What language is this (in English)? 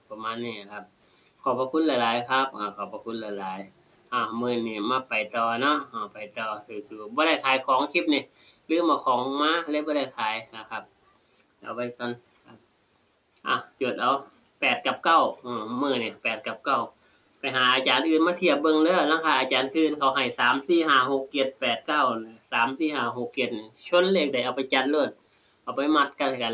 Northeastern Thai